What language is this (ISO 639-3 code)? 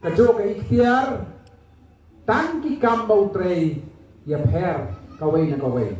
kha